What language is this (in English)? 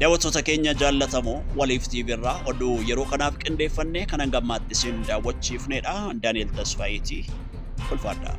Oromo